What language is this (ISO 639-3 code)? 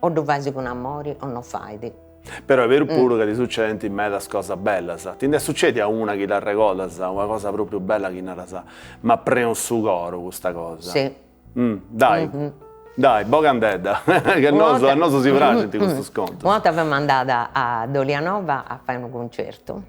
srd